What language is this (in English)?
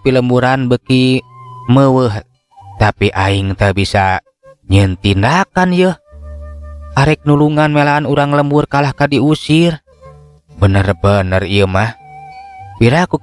Sundanese